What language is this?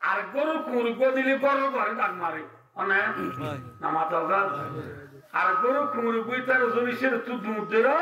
Rohingya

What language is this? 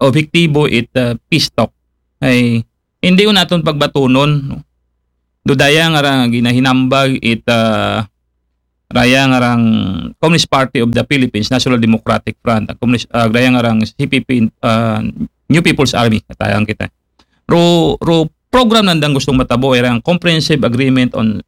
Aklanon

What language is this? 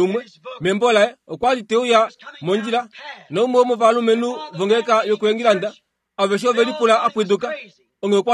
Kuanyama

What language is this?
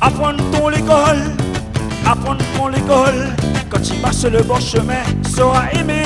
Réunion Creole French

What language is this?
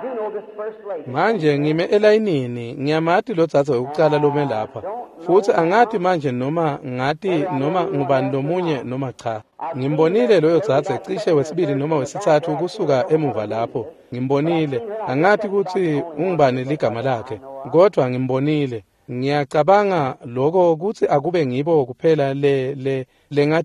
Swati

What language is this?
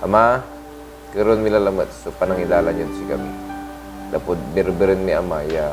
Pangasinan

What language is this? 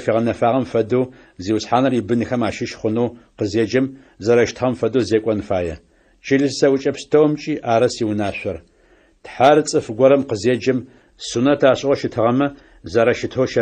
Adyghe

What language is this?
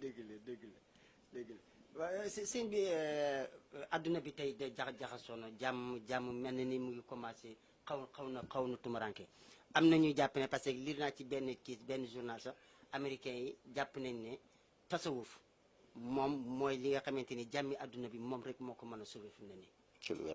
Wolof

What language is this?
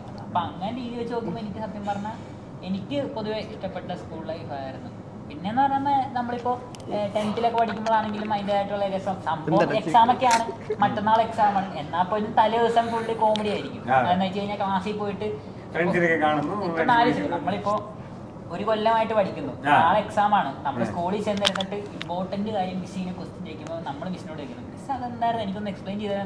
Malayalam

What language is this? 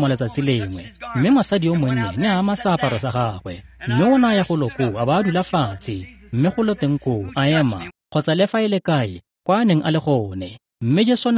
Tswana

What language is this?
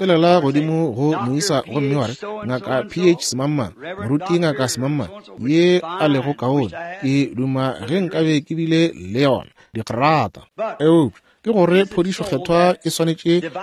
Northern Sotho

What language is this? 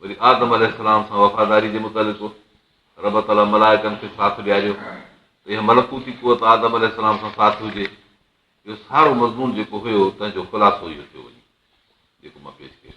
Sindhi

